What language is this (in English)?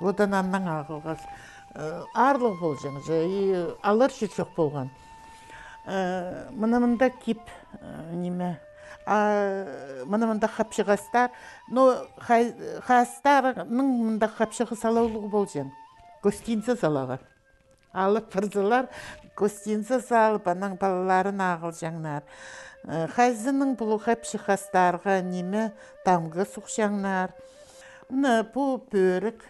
Khakas